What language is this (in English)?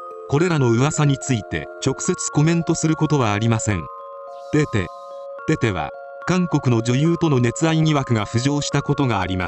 Japanese